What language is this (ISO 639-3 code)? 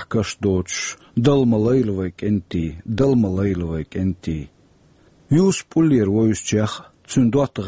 che